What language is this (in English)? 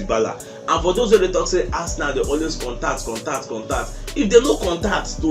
Nigerian Pidgin